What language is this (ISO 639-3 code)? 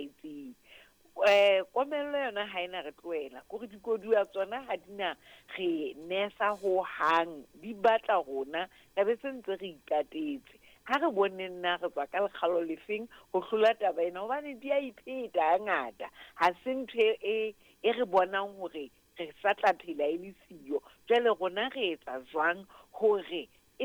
sot